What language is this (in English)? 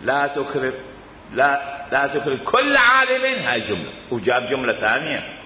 Mesopotamian Arabic